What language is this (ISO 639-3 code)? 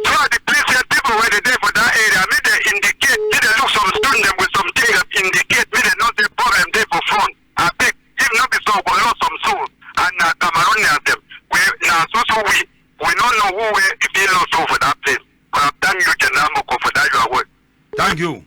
wes